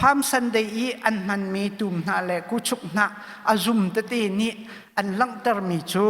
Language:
Hakha Chin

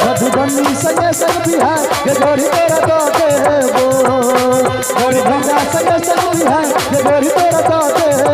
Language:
Maithili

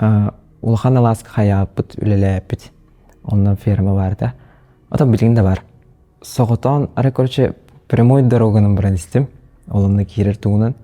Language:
Yakut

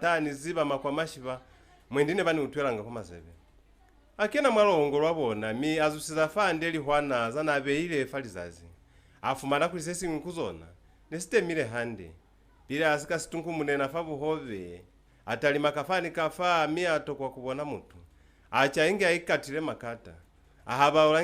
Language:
Lozi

